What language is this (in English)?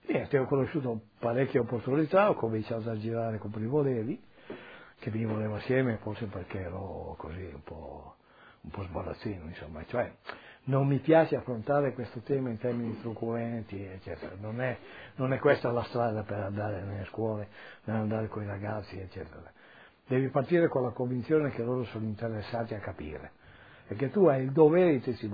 Italian